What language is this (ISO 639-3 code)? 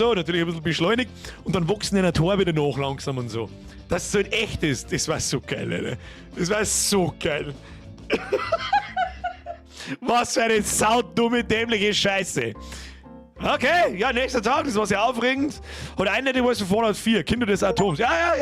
bar